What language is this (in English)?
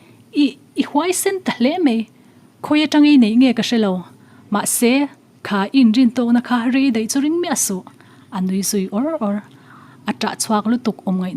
Mizo